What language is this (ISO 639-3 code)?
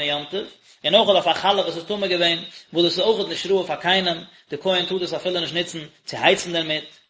yid